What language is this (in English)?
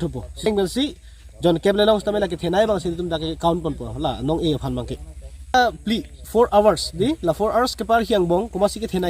Karbi